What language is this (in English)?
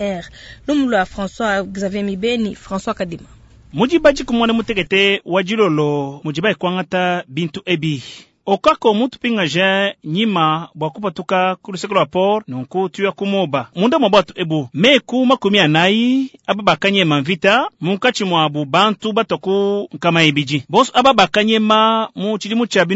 Luba-Lulua